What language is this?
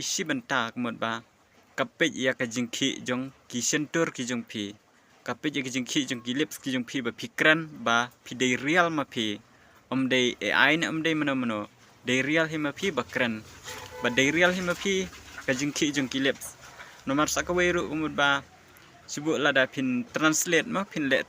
Khasi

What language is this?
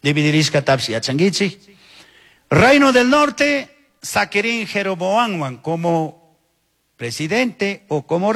Chimborazo Highland Quichua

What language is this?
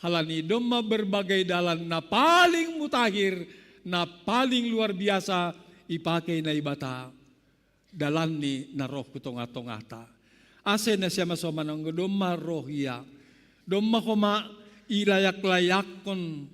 Batak Simalungun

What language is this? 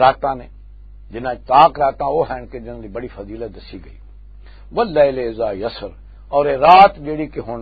Western Panjabi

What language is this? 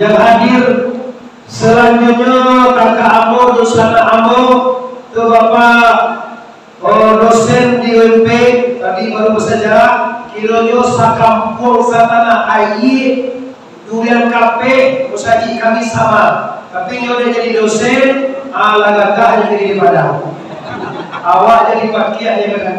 Minangkabau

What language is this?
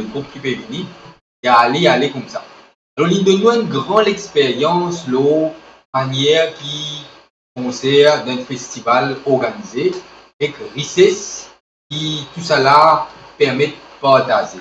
Morisyen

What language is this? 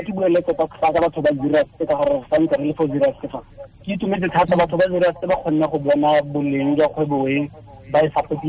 Tswana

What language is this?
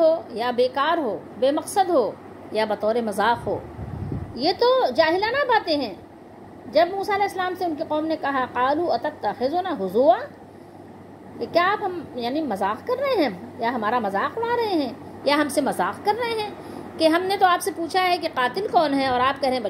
Urdu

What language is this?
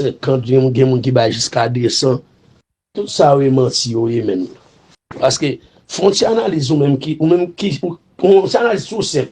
Haitian Creole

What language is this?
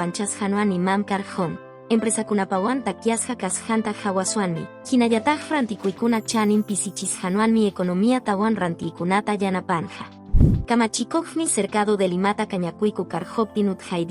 Quechua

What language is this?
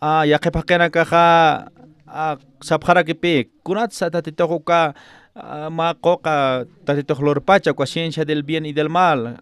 Aymara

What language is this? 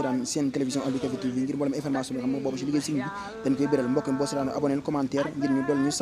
Wolof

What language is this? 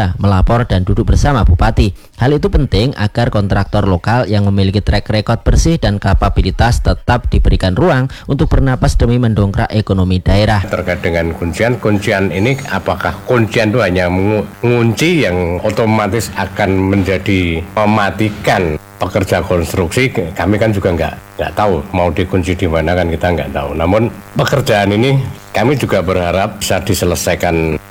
Indonesian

